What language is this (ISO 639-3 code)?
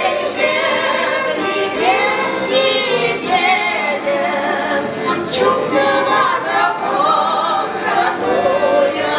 chv